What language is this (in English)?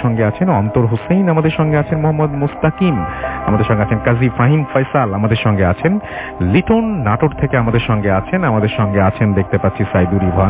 Bangla